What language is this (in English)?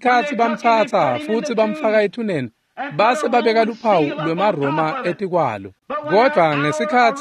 Swati